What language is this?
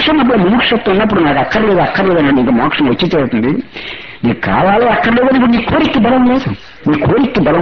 Telugu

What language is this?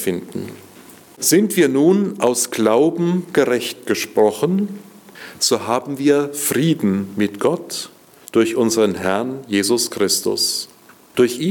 German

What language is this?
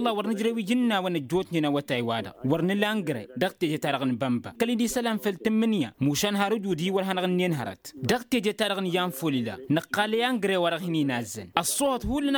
Tamasheq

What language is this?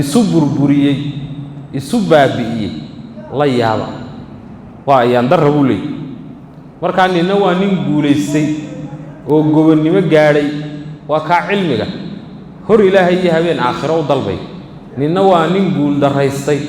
Somali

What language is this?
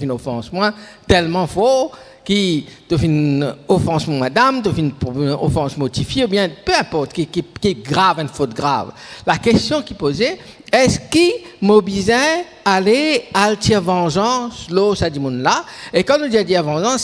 Morisyen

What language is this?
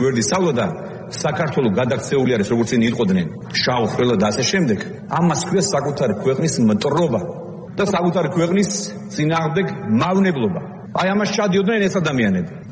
Georgian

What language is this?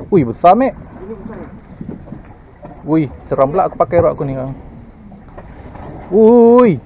Malay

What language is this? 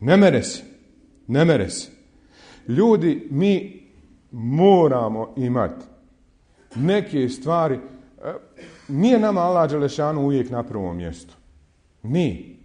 Bosnian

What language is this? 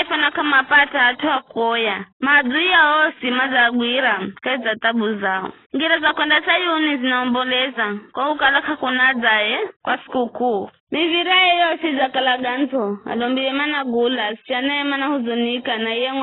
Giryama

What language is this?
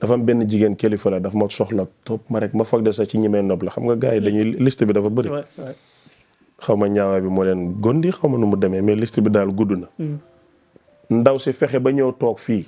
Wolof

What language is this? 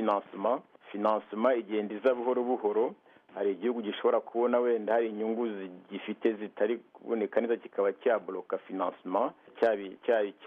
Kinyarwanda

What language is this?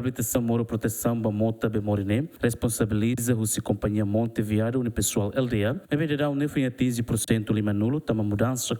Tetum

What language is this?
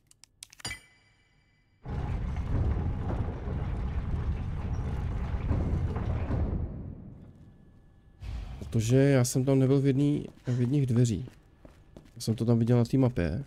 Czech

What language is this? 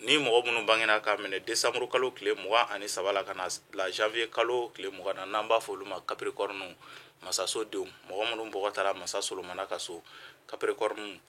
Bambara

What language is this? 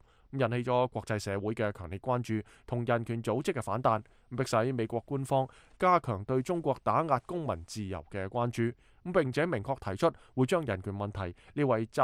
Cantonese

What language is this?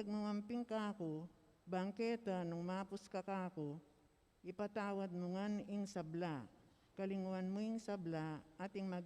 Pampanga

